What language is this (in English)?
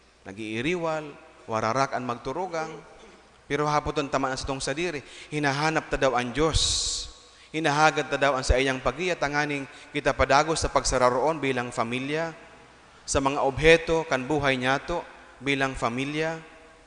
Bikol